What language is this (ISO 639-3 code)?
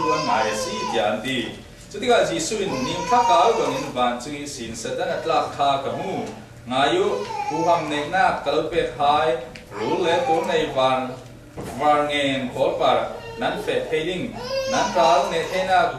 cfm